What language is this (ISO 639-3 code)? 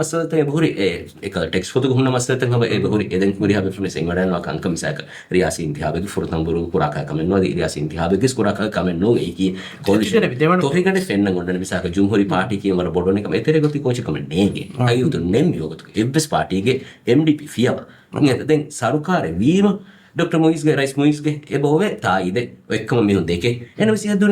div